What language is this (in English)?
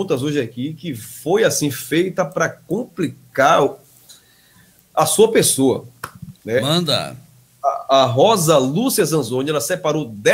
Portuguese